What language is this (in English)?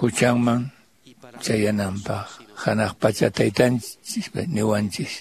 Quechua